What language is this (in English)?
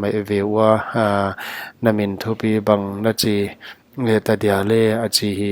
Paite Chin